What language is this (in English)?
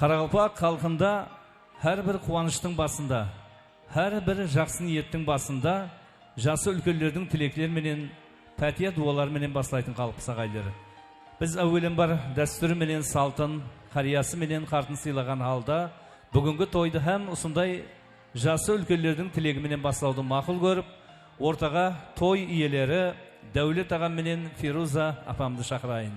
Kara-Kalpak